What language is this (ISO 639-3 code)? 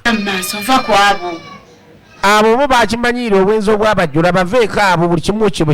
lug